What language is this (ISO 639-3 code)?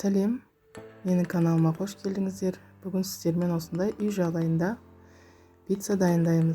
kaz